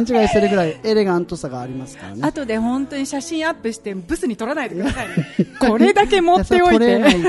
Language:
Japanese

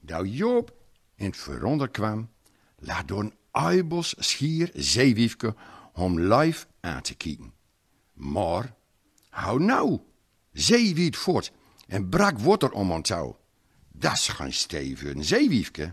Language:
Gronings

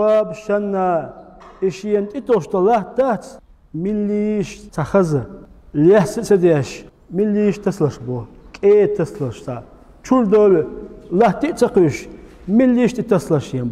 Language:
Chechen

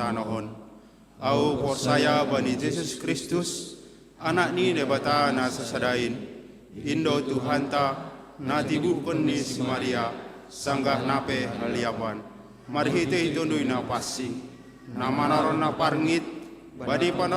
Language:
Batak Simalungun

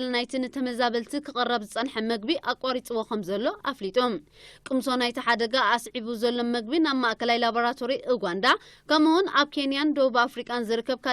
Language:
Tigrinya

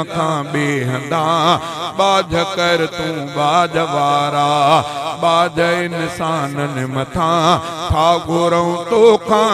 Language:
Sindhi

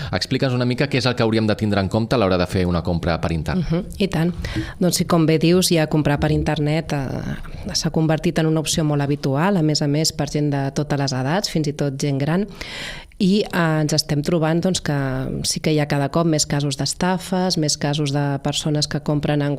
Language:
Catalan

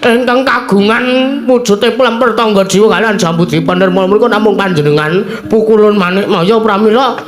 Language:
Javanese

